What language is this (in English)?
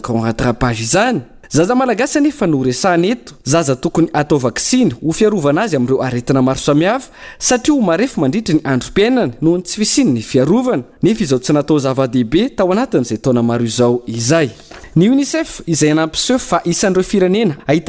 Malagasy